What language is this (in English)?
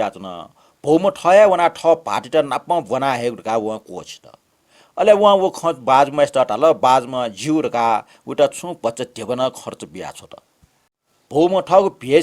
Newari